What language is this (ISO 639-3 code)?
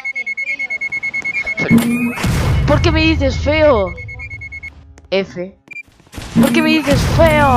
spa